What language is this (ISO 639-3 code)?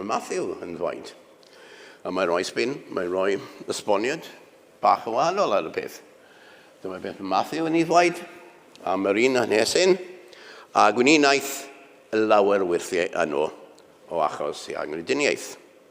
cym